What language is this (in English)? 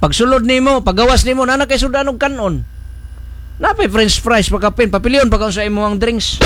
Cebuano